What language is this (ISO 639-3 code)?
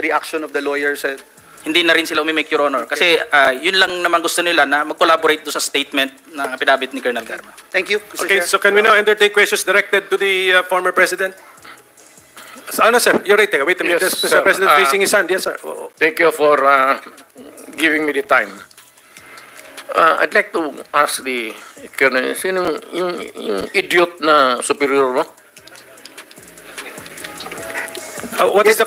fil